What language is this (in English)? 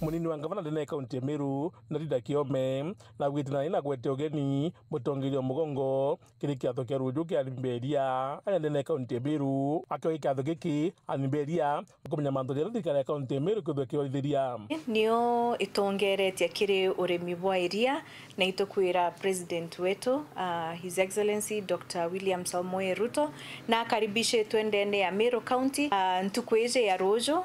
Meru